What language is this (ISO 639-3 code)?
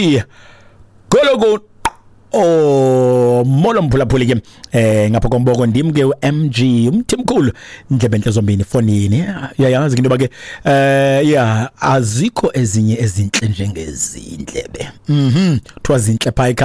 xho